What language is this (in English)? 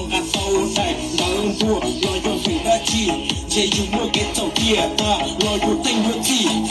Hmong